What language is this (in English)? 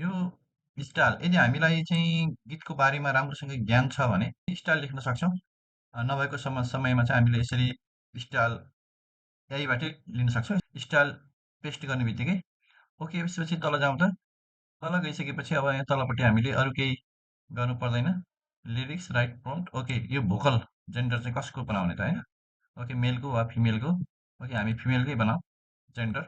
Nepali